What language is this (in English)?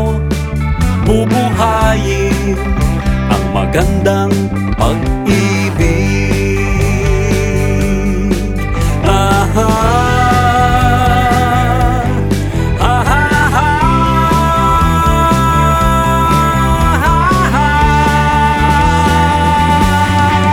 Filipino